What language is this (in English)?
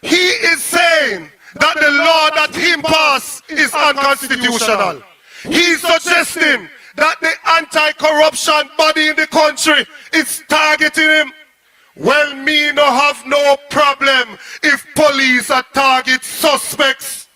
Jamaican Creole English